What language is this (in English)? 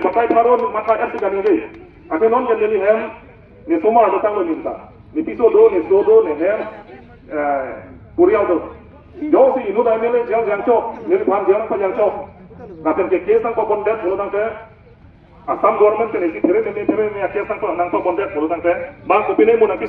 Karbi